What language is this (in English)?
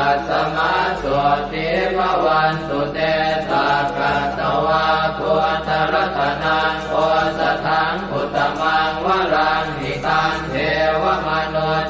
Pali